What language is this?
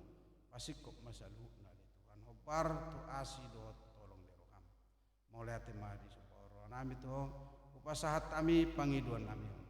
Batak Toba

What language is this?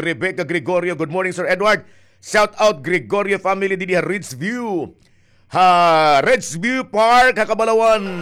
Waray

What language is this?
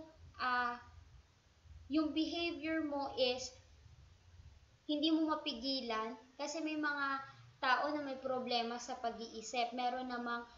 Filipino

